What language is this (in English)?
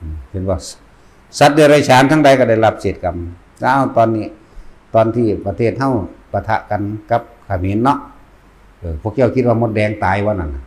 Northeastern Thai